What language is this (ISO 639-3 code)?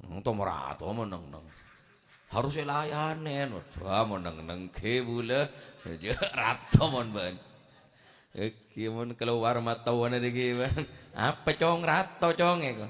mad